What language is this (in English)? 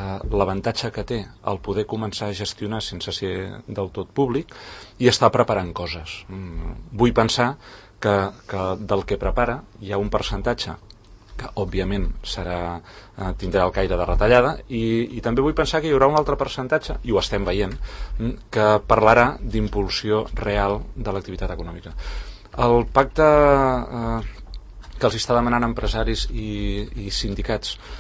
Catalan